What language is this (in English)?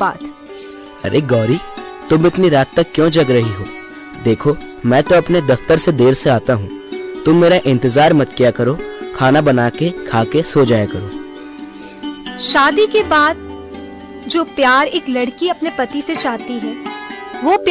Hindi